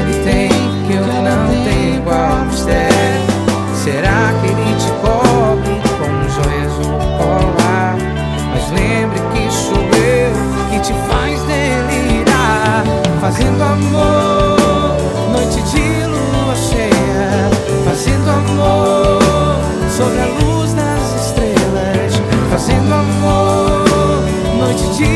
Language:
Portuguese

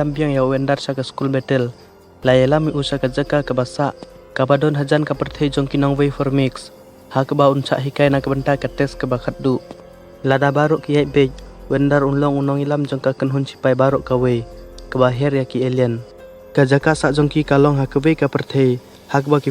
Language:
Khasi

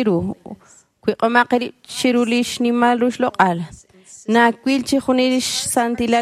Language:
Kekchí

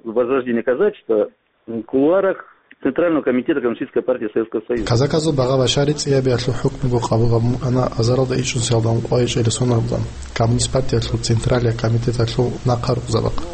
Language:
Avaric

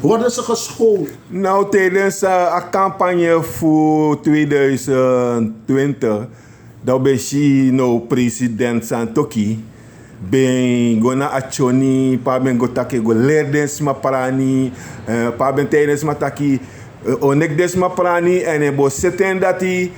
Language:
Sranan Tongo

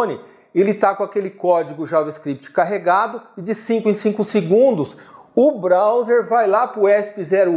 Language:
Portuguese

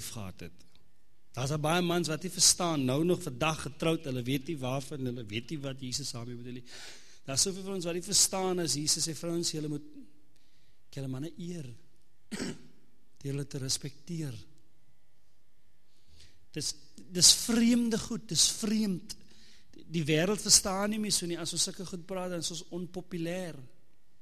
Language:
Afrikaans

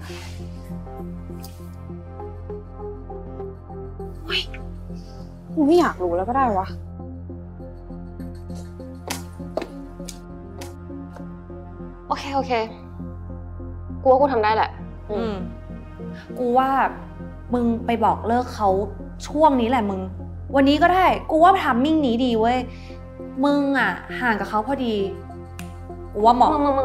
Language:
Thai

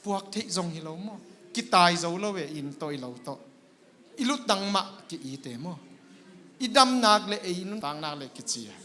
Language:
Tedim Chin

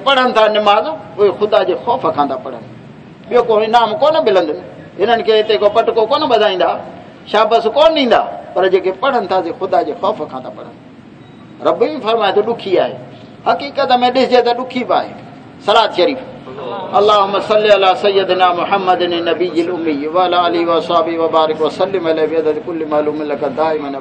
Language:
Saraiki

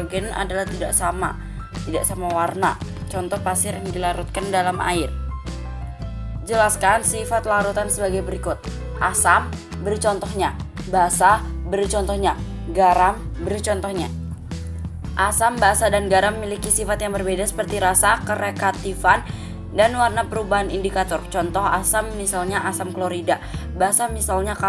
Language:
Indonesian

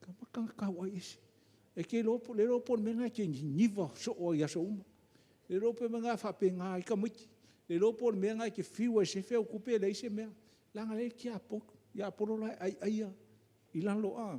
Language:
Samoan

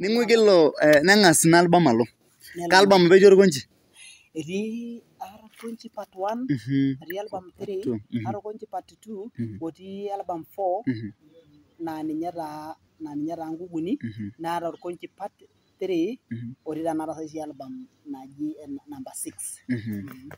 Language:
Masai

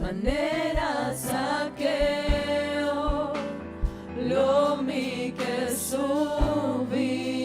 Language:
Papiamento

